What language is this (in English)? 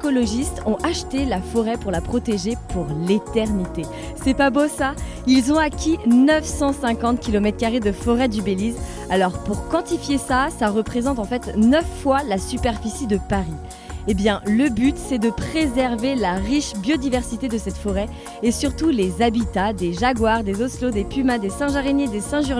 French